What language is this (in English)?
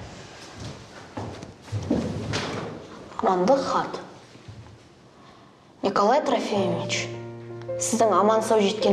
Kazakh